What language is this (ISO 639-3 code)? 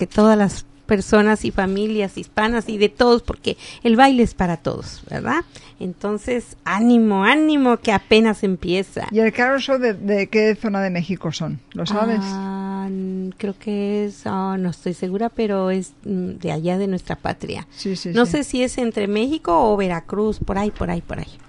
spa